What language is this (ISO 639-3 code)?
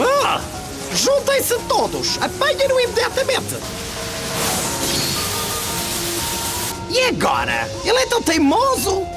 por